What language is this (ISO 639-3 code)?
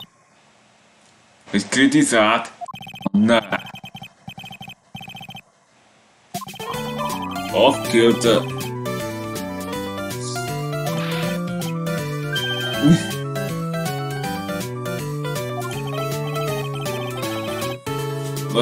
hun